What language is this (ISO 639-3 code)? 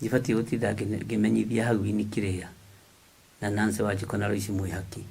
kik